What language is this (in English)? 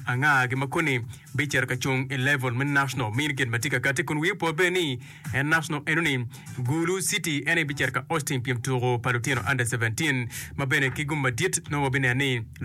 Acoli